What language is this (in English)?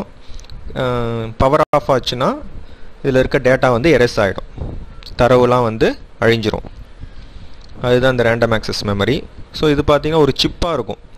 Tamil